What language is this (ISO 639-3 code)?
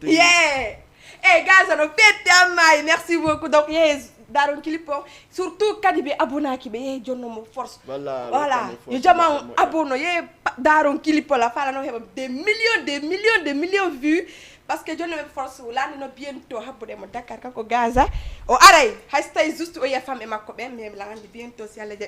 ful